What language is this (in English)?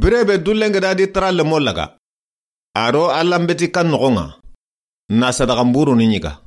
Soninke